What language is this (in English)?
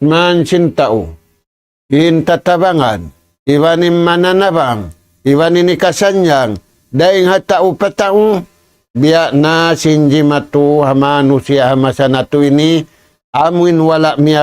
Tausug